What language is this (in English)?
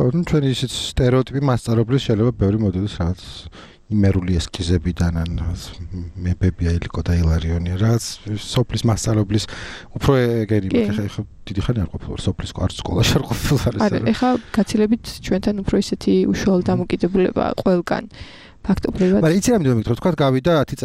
Georgian